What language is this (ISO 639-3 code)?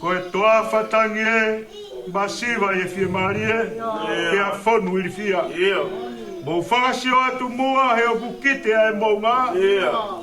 ton